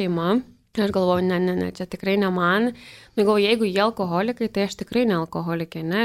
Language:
Lithuanian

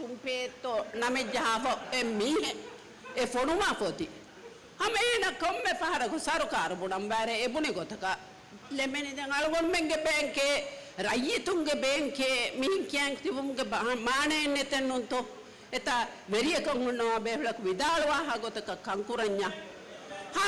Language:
Divehi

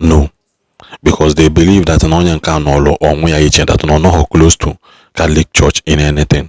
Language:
Igbo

